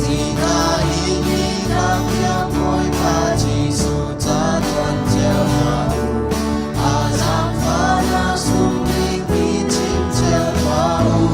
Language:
Hakha Chin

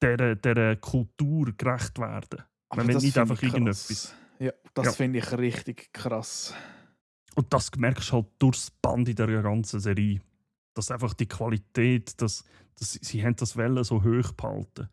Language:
Swiss German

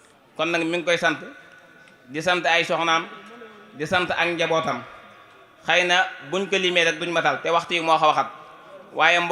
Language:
Wolof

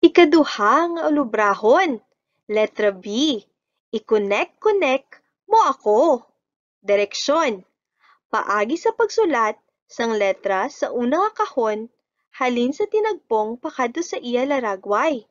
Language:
Hiligaynon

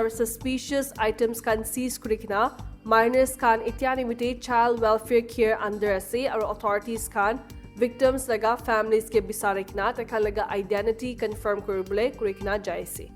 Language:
Naga Pidgin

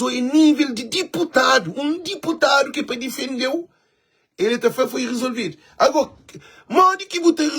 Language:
Kabuverdianu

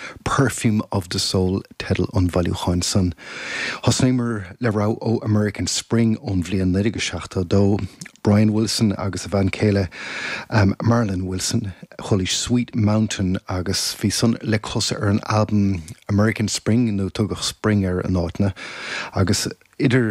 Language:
Irish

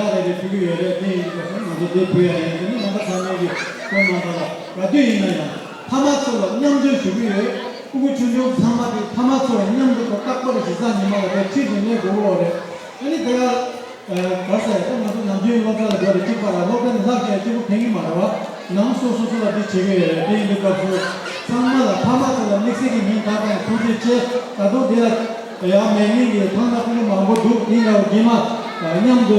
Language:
Tibetan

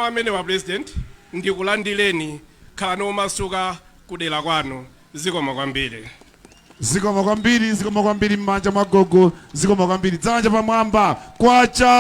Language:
Nyanja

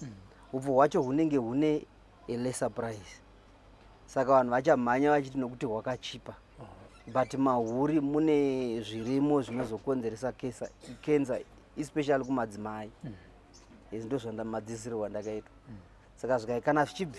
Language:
Shona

